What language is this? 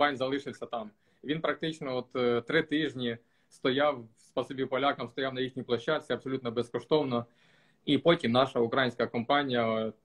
Ukrainian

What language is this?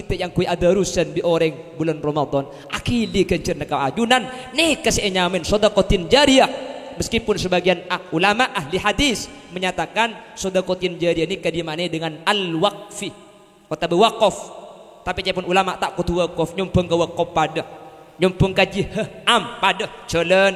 Madurese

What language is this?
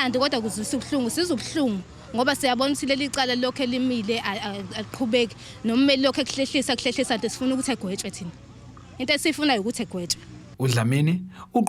Zulu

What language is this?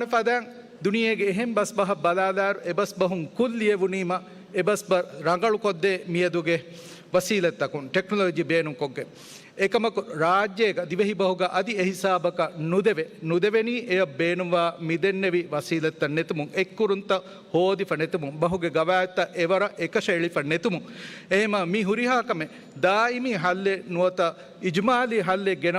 Divehi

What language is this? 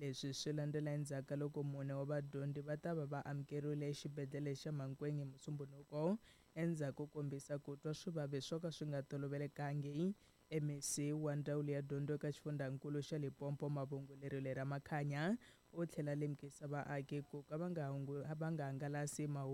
Tsonga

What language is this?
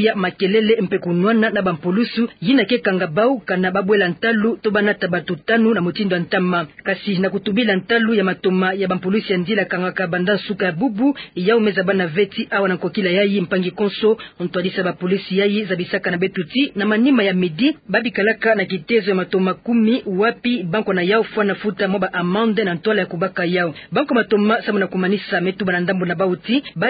Kituba (Democratic Republic of Congo)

